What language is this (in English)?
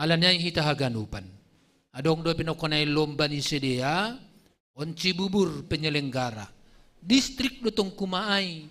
Batak Simalungun